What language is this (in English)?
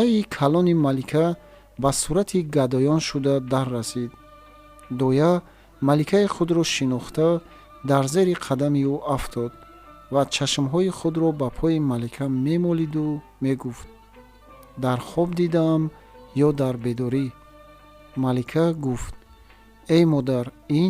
Tajik